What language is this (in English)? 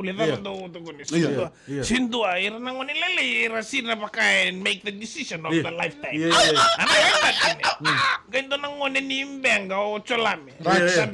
Fijian